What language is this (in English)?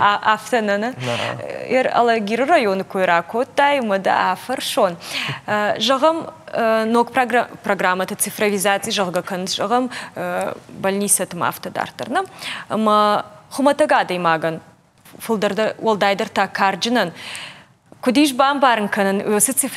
Ossetic